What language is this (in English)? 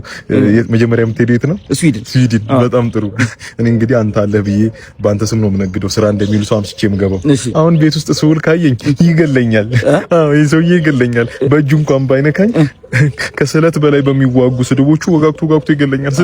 Amharic